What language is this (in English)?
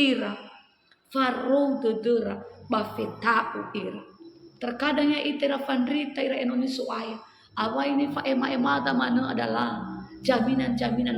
Nias